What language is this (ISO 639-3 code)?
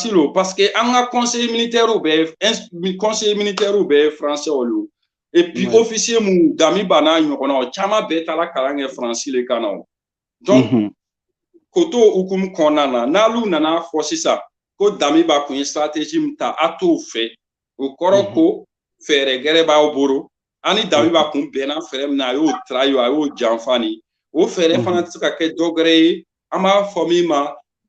bam